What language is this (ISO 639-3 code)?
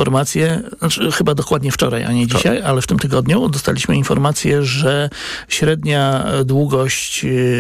pol